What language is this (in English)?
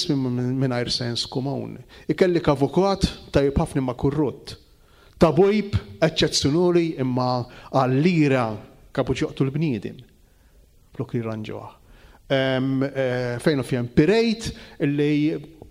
Maltese